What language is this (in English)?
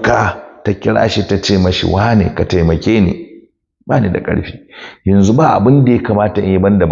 Hausa